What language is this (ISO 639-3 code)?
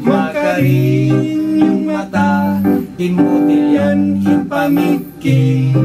pag